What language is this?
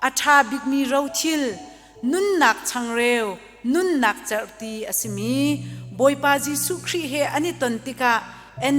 Hakha Chin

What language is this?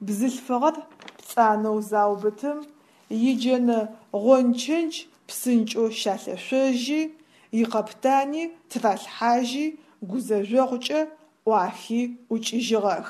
Adyghe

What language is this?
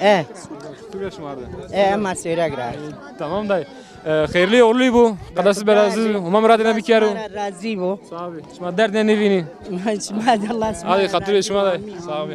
Zaza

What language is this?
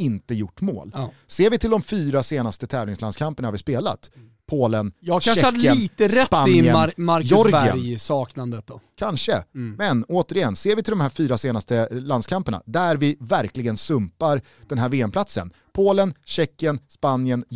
Swedish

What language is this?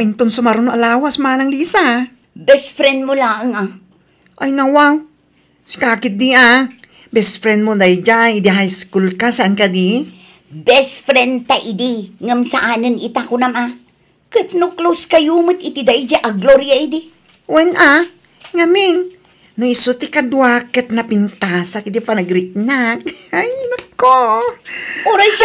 Iloko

